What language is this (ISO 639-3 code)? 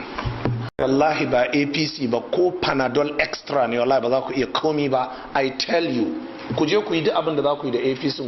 hau